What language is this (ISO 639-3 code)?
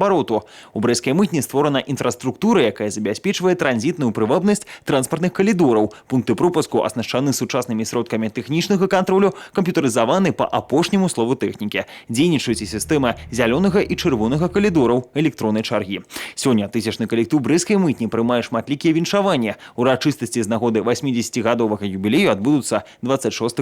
bel